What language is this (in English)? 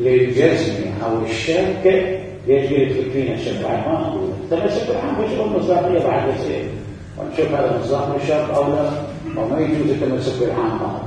Mesopotamian Arabic